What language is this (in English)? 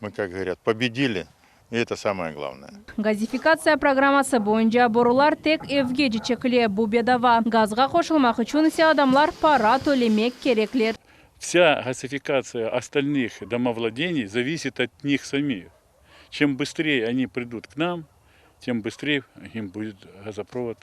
Crimean Tatar